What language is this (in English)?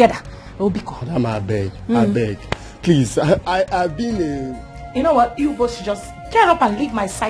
Nigerian Pidgin